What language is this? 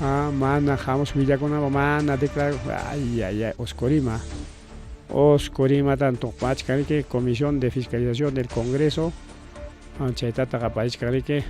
Ayacucho Quechua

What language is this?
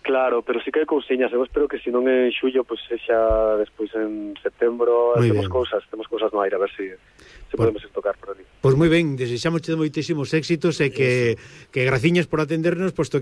Galician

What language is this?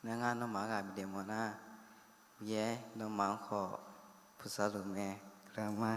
Akha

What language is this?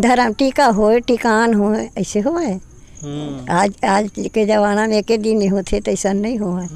Chhattisgarhi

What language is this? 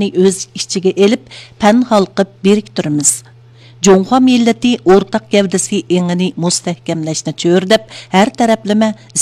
Uyghur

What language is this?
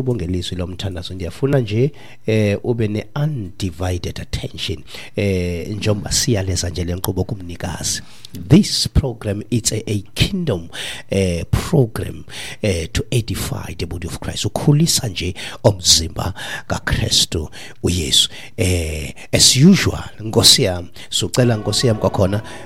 Xhosa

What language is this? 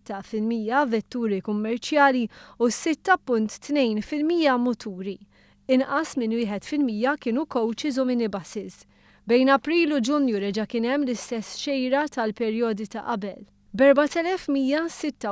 Maltese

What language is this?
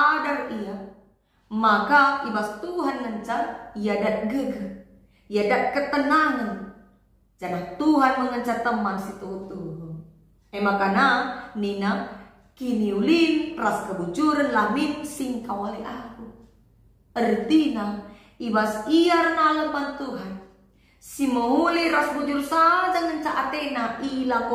Batak Karo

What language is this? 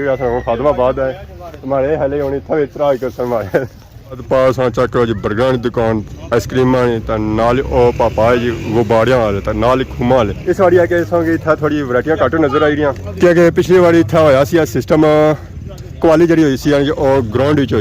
Pahari-Potwari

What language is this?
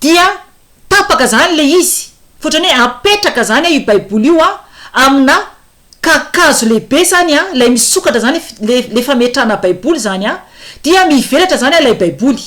Malagasy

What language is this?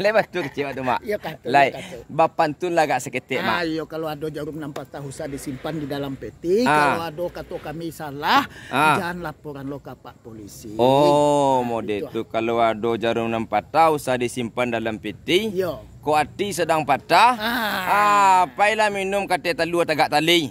Minangkabau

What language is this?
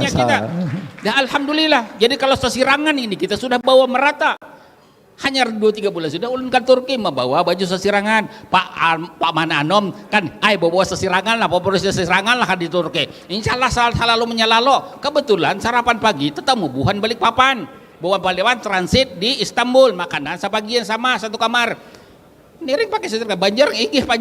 Banjar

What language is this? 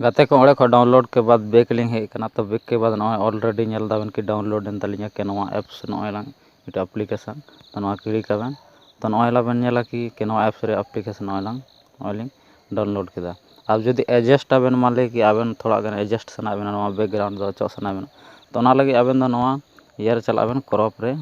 Santali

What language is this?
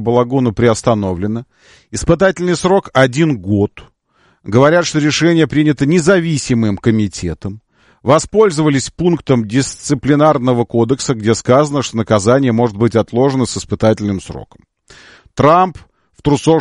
Russian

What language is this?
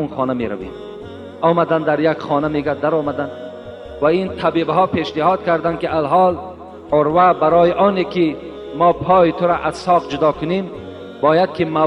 Tajik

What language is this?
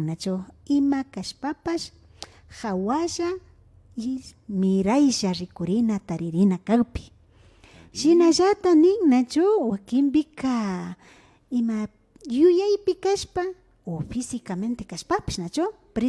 Imbabura Highland Quichua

